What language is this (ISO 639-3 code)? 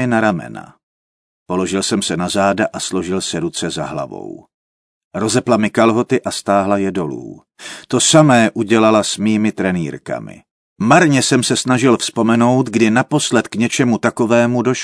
ces